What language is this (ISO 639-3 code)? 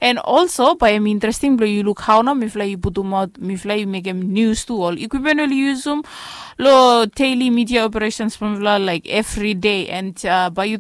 bis